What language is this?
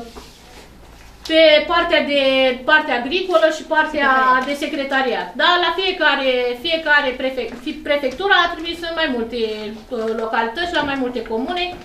Romanian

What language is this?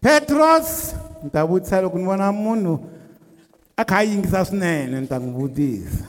Tsonga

